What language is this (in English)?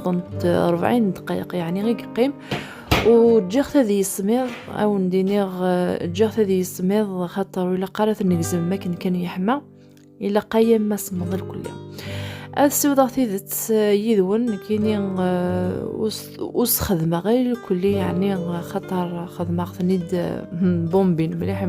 Kabyle